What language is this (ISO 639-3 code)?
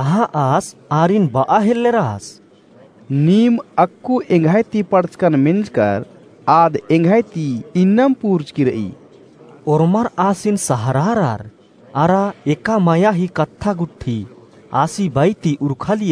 kru